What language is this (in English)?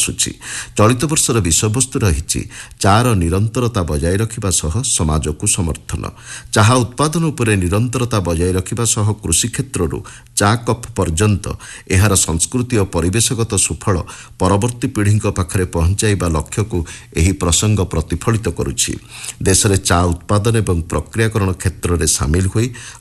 Odia